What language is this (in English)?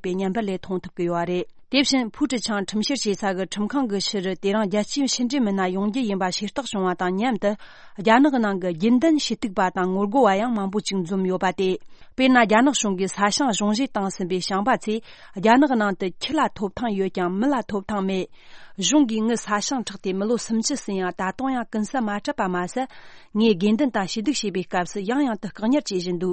Tibetan